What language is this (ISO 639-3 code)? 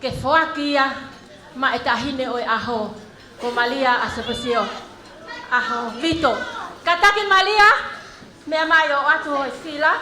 ton